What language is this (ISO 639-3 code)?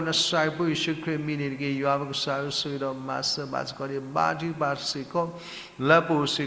ksw